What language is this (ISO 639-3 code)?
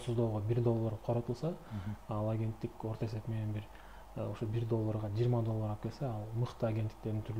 kir